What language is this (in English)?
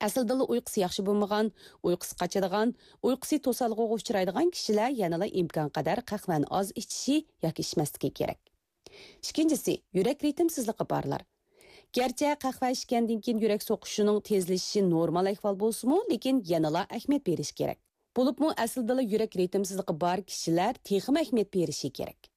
Uyghur